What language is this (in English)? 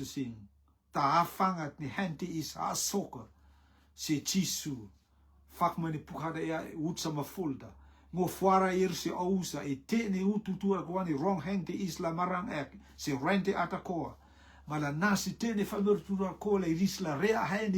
Rotuman